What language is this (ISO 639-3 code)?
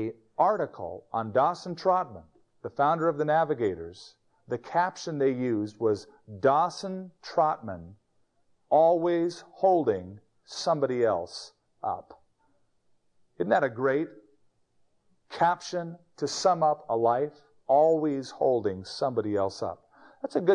eng